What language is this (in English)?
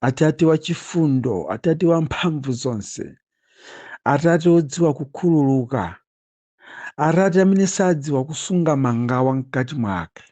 Nyanja